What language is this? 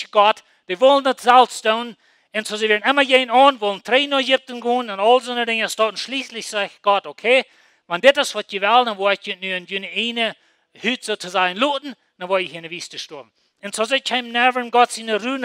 Plautdietsch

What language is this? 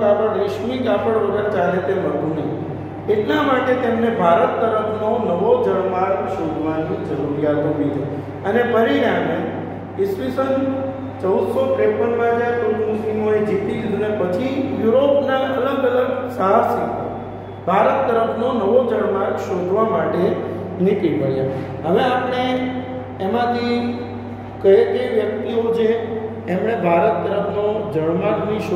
Gujarati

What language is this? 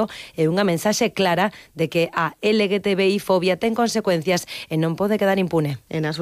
Galician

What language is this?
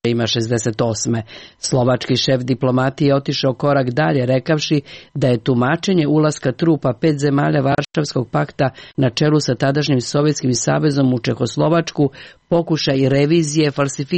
Serbian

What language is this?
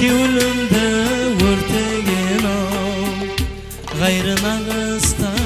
Kara-Kalpak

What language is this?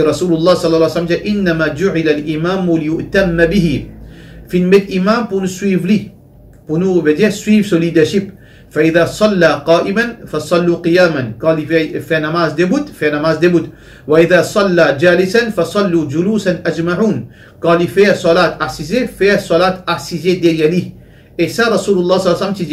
Morisyen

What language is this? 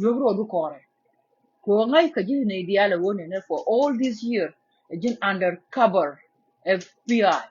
Nuer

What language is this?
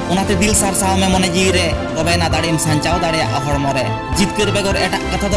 Santali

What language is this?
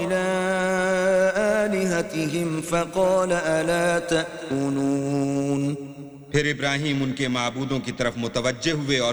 Urdu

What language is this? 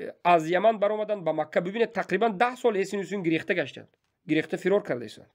Tajik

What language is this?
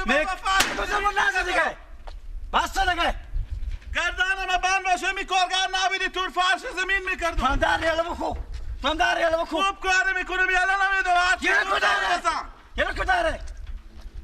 Persian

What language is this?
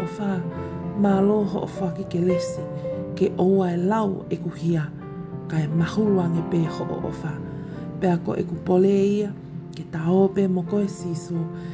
Tongan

